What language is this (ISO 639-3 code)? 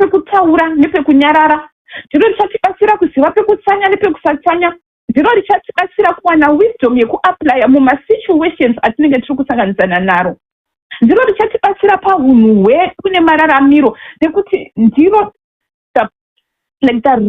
sna